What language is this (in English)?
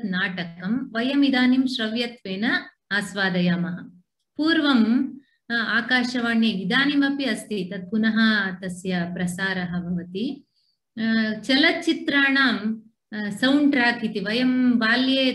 Sanskrit